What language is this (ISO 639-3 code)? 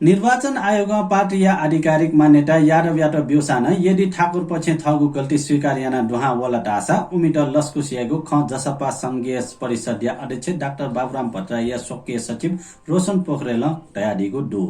new